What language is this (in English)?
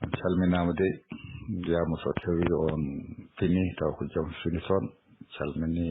Fula